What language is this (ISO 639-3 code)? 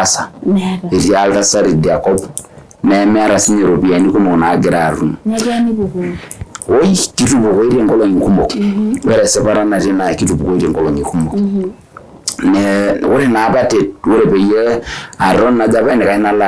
mas